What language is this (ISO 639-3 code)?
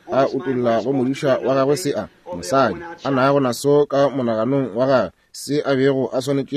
nso